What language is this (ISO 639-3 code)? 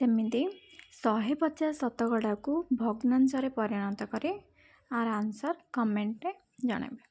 ori